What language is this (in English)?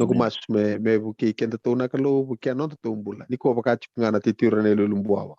Fijian